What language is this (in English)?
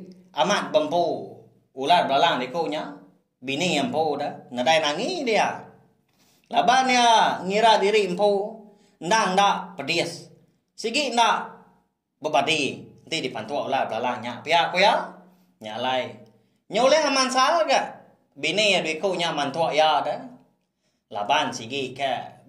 Iban